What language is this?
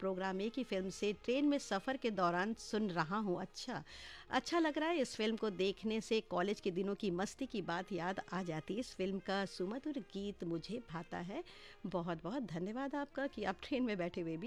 Hindi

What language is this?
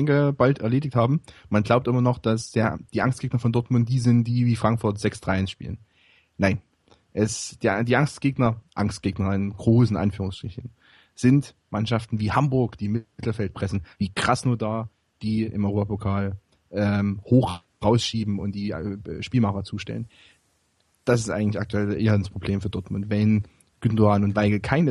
German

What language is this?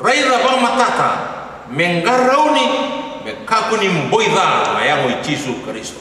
Fijian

